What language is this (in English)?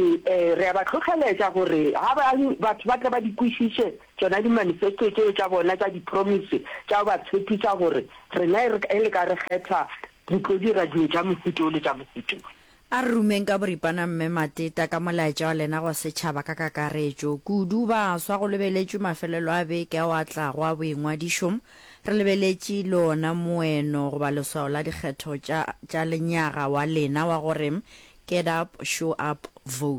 Northern Sotho